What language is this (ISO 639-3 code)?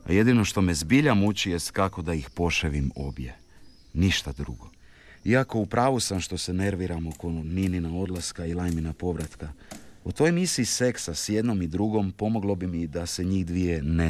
hrv